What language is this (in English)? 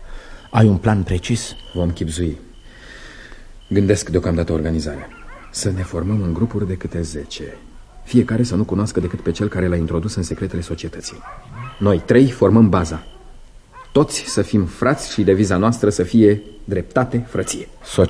Romanian